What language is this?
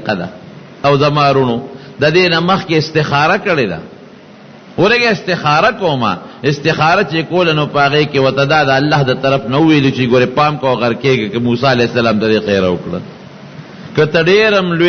Pashto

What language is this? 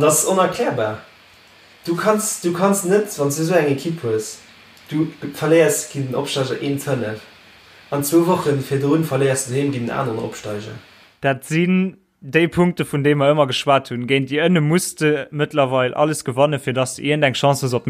Luxembourgish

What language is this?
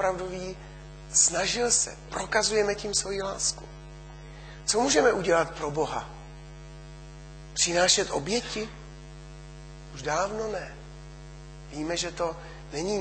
Czech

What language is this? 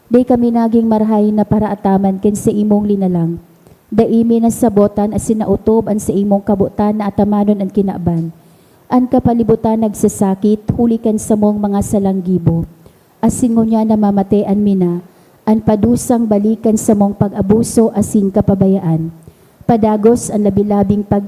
Bikol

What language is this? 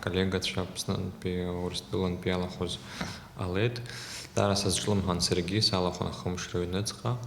Abkhazian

